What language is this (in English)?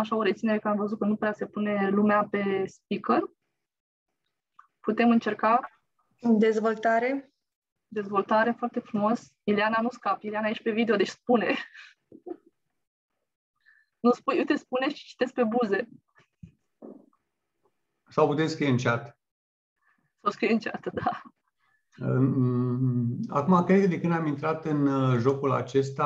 Romanian